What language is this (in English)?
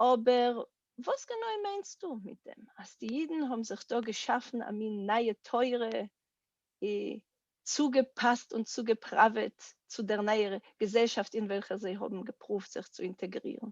Yiddish